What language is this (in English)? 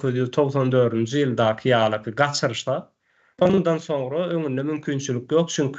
Turkmen